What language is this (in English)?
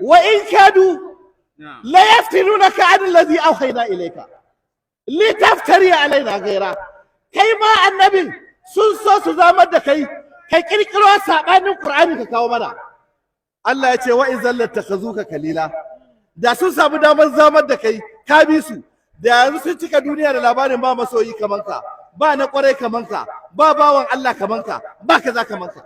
Hausa